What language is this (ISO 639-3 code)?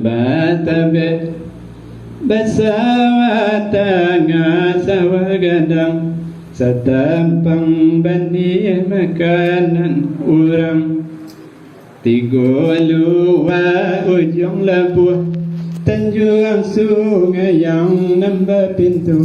min